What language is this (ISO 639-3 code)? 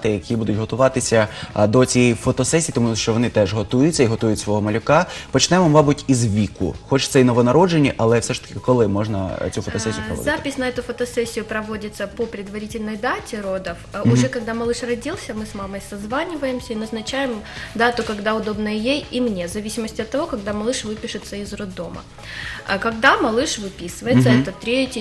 ukr